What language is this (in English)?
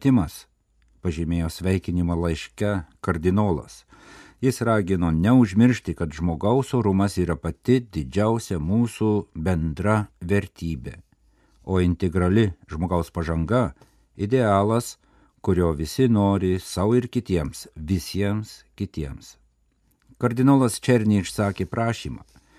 Lithuanian